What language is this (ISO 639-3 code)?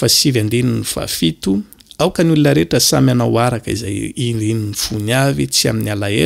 mlg